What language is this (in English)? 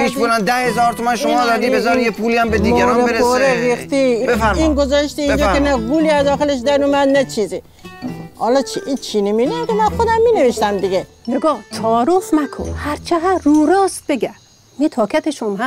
Persian